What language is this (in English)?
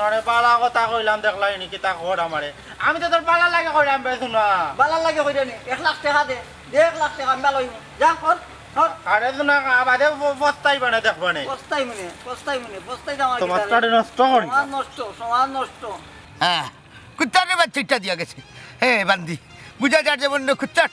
Sylheti